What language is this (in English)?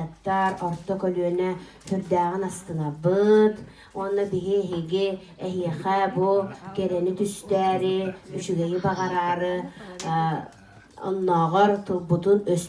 Yakut